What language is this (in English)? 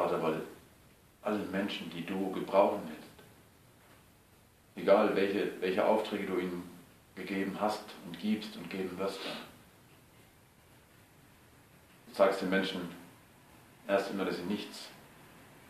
German